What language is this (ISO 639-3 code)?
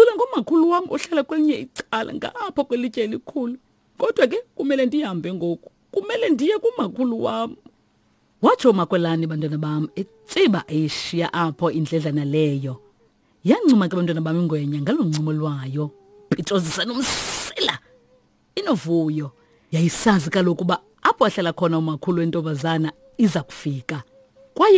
xho